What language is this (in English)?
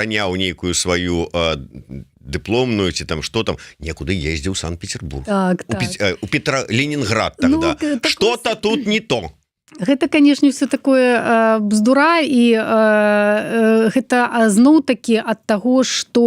Belarusian